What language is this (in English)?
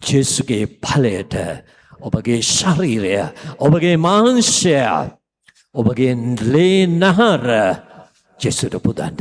Sinhala